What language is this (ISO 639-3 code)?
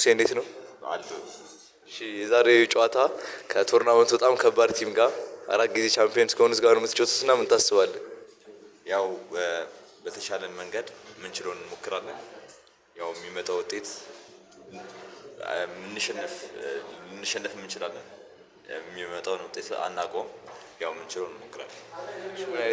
amh